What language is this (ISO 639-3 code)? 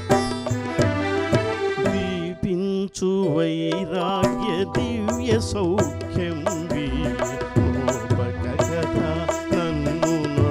tel